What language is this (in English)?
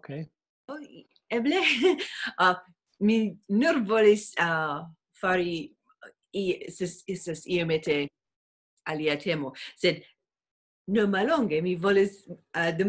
Esperanto